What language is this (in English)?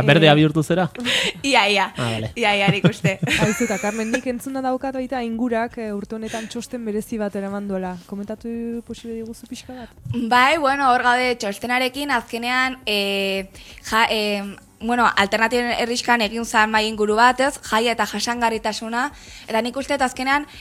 Basque